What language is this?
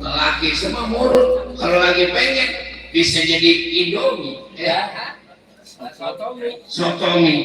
Betawi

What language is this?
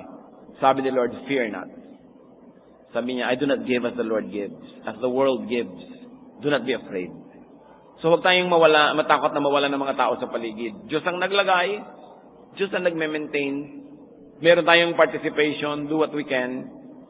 Filipino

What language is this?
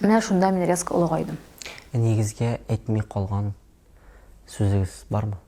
Tatar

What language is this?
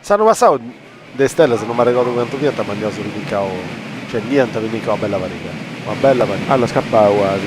Sardinian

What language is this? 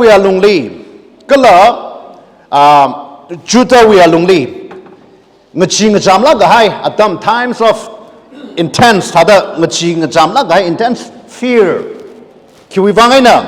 Tangkhul Naga (India)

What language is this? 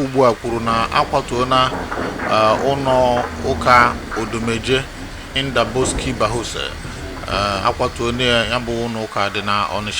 Igbo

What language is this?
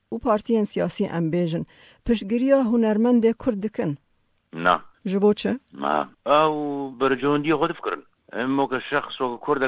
Kurdish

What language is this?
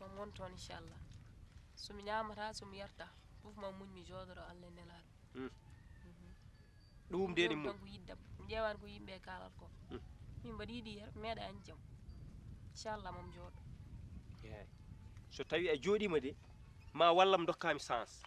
Fula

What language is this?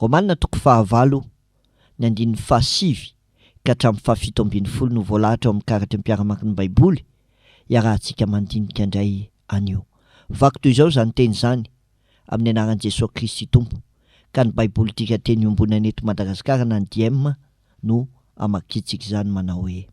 Malagasy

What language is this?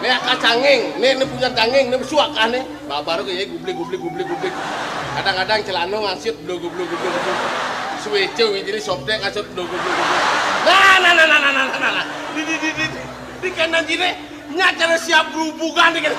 Balinese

